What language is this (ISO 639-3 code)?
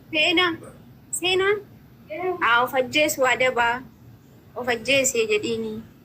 orm